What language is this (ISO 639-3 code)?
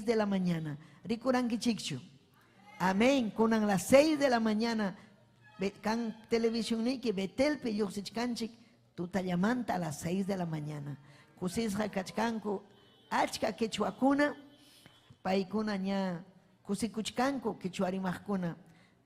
quy